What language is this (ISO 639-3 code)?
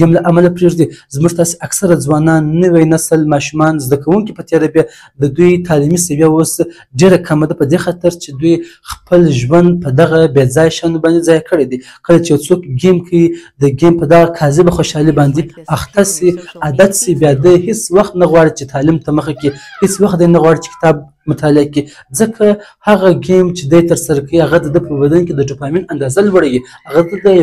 pus